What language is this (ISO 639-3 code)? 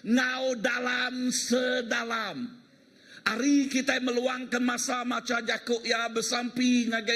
iba